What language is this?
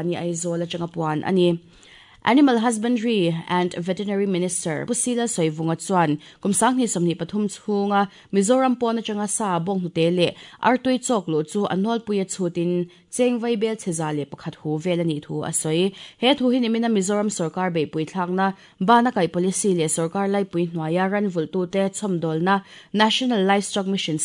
Mizo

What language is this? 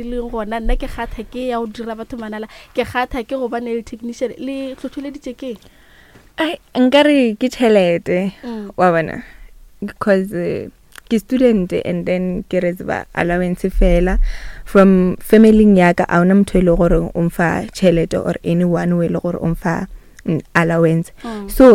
Northern Sotho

